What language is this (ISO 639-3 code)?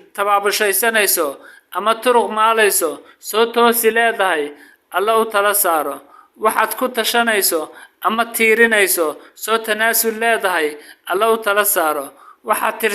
som